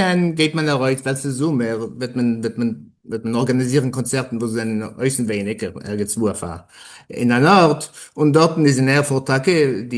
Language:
Yiddish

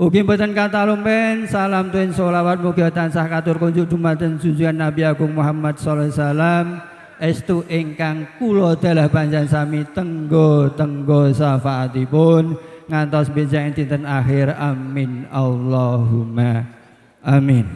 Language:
Javanese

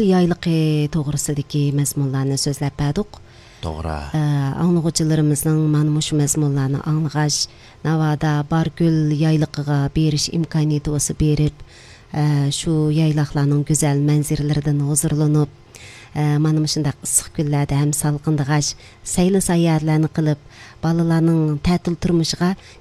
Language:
Uyghur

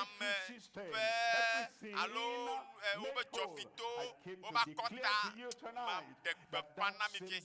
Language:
Ewe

